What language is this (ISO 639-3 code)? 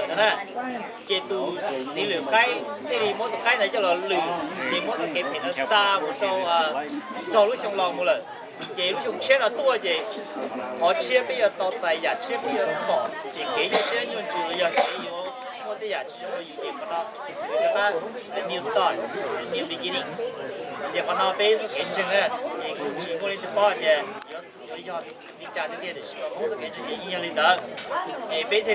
hmn